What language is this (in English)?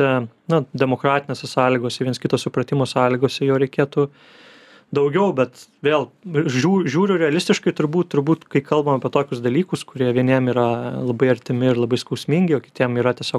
Lithuanian